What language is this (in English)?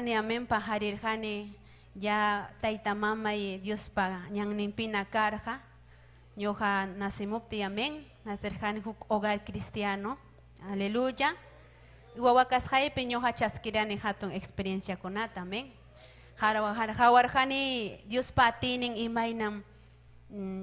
Ayacucho Quechua